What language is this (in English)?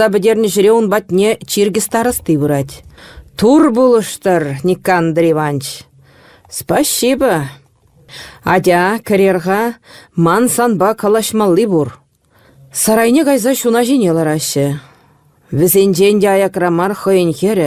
Chuvash